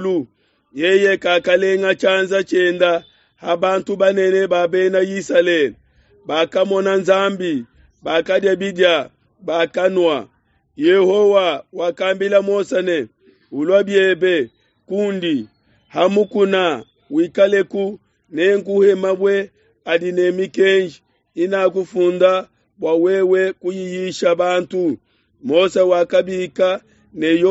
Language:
Luba-Lulua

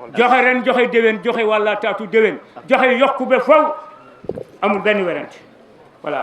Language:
Wolof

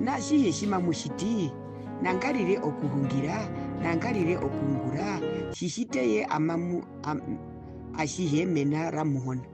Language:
Herero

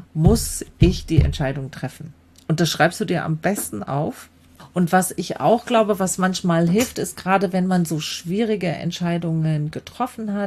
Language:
German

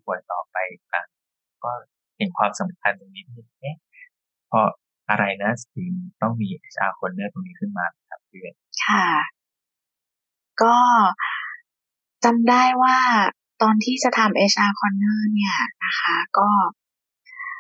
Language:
Thai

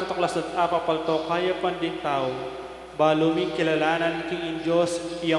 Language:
Pampanga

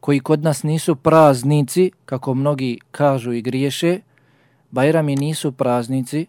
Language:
Bosnian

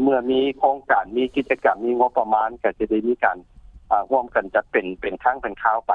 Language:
Lao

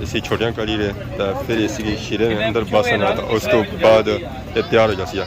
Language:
Pahari-Potwari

